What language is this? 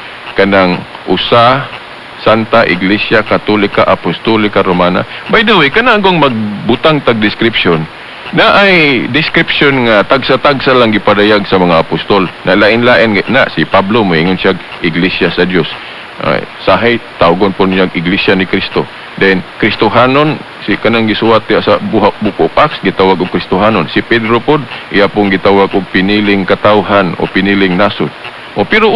Cebuano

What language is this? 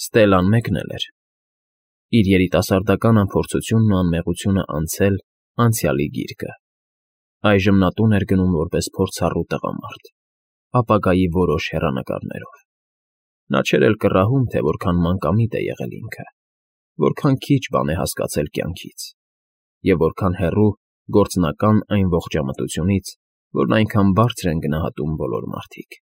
Armenian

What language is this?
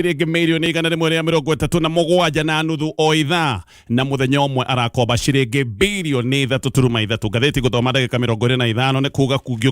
Kikuyu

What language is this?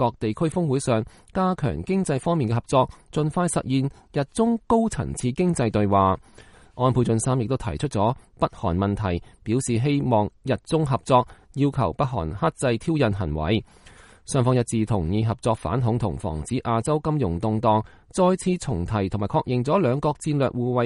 Cantonese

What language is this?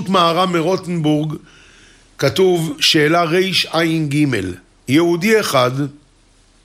Hebrew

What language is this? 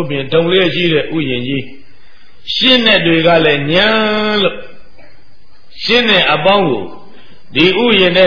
Burmese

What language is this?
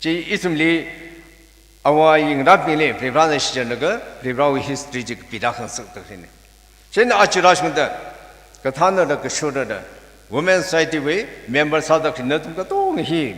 Tangkhul Naga (India)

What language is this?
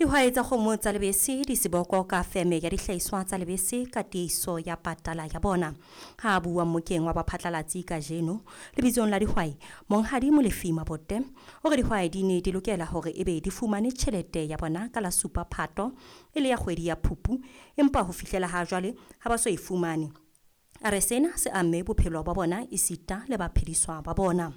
Southern Sotho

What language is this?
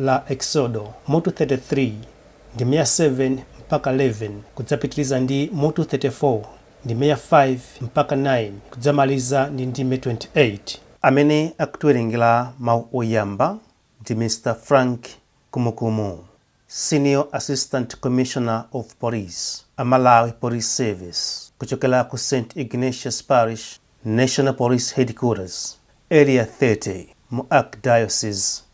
Nyanja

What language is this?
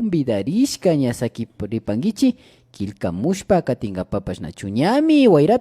Imbabura Highland Quichua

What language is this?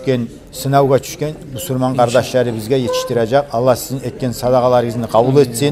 Kumyk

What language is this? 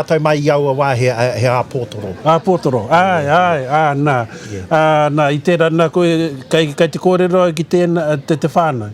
Māori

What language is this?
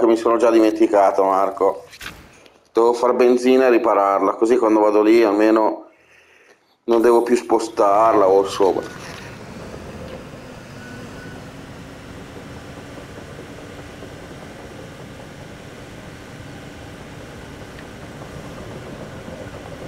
Italian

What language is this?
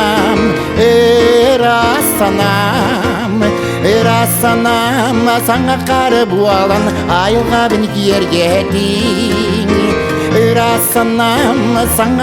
Yakut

